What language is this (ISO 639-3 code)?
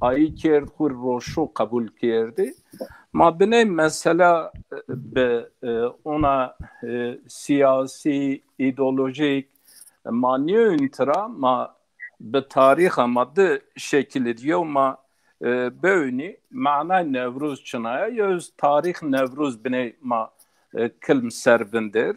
zza